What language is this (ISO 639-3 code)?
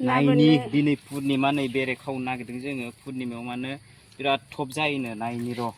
brx